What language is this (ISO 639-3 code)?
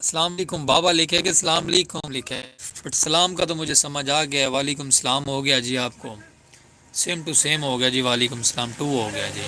skr